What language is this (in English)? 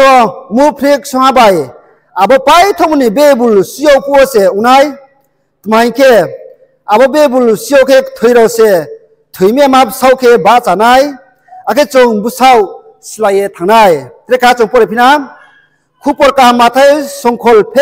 Riang (India)